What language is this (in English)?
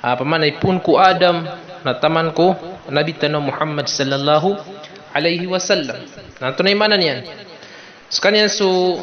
Maranao